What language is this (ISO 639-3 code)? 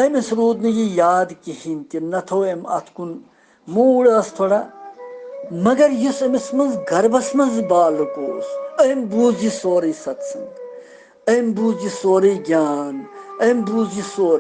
kas